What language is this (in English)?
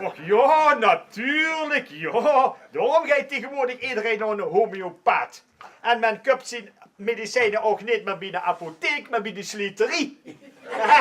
Limburgish